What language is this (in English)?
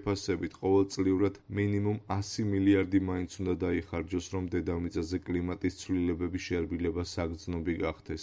Georgian